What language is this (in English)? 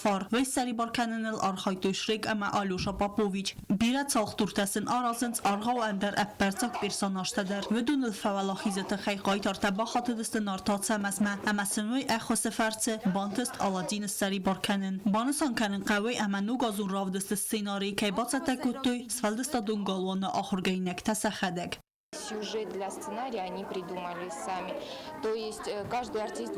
Ossetic